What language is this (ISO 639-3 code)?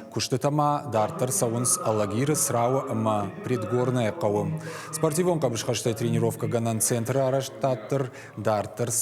oss